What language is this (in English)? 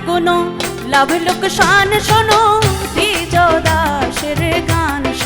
Sylheti